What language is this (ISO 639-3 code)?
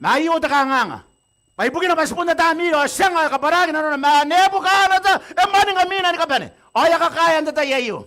gil